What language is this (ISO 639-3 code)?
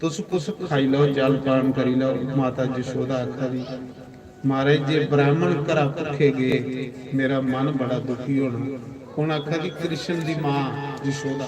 doi